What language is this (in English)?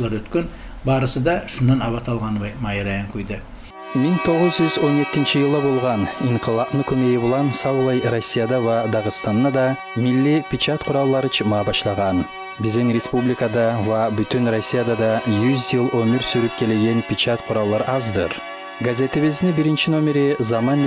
Kumyk